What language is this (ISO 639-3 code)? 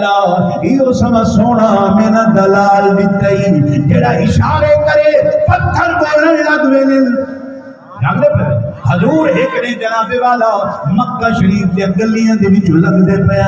skr